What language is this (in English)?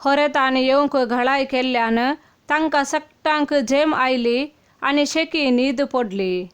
Konkani